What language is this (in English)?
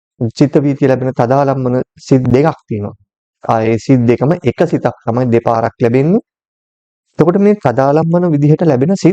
Sinhala